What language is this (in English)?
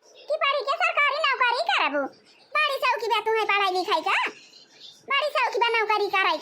Awadhi